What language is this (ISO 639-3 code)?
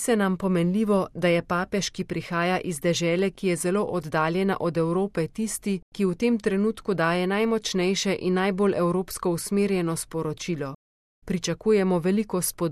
slv